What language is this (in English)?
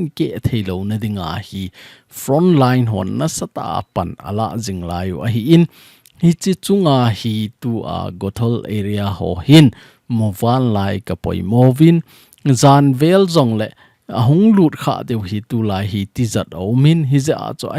Thado Chin